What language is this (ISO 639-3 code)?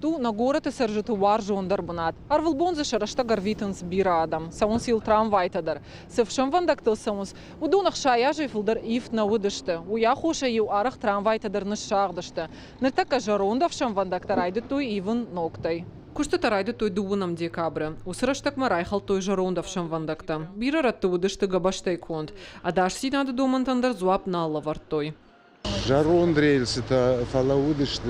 oss